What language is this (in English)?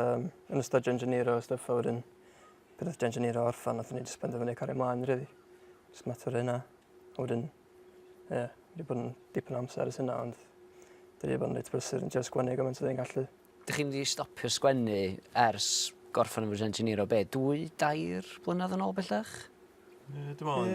Welsh